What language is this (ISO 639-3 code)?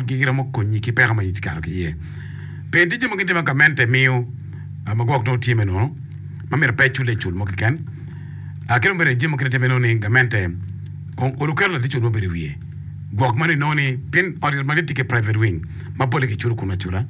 ach